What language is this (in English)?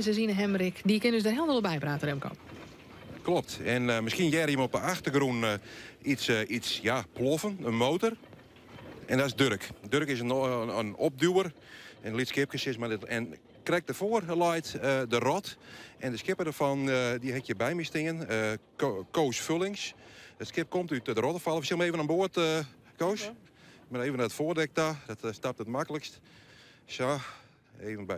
Western Frisian